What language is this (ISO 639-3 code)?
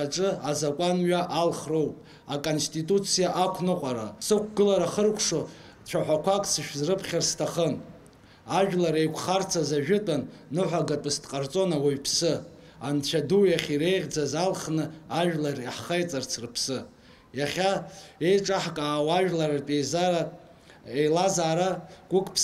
abk